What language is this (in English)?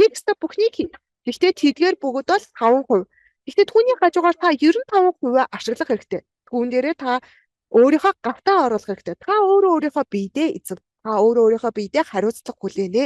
Mongolian